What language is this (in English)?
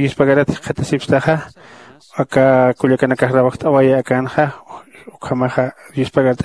Aymara